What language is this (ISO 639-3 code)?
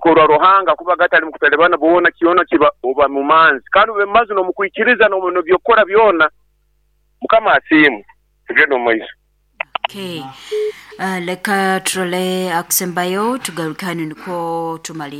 nyo